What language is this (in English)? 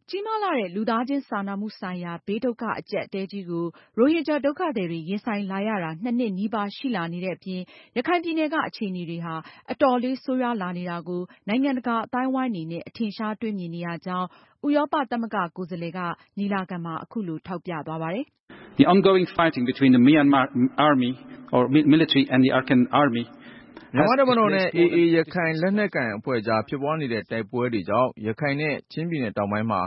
Burmese